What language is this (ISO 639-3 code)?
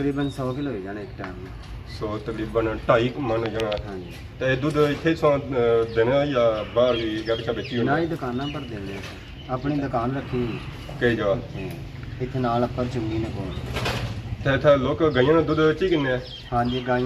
phr